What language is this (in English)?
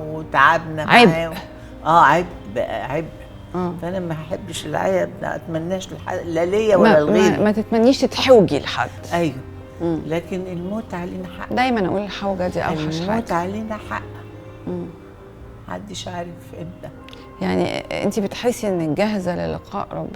Egyptian Arabic